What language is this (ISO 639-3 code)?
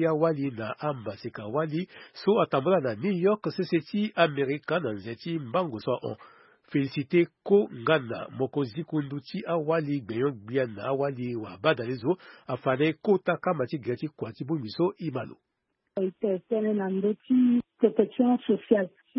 sag